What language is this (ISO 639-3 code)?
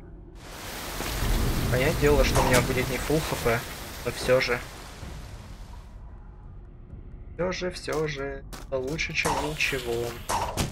rus